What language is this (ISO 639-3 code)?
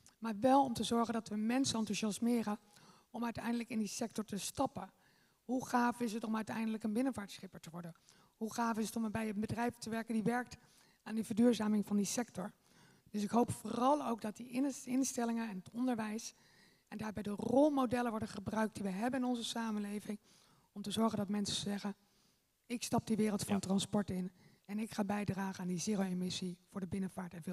nld